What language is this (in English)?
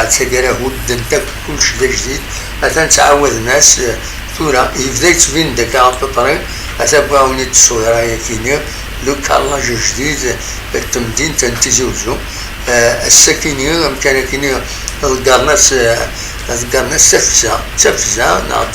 Kabyle